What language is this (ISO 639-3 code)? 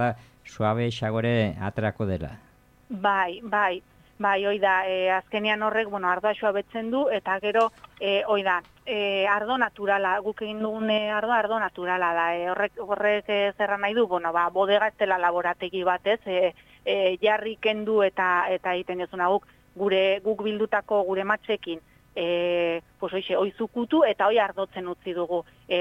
eus